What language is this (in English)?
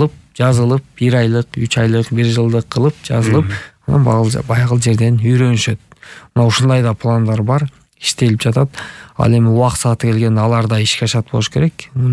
Kyrgyz